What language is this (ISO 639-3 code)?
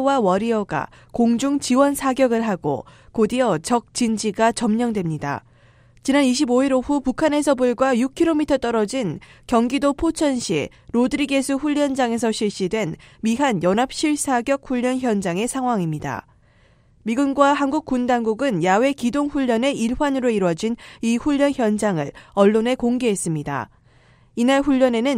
kor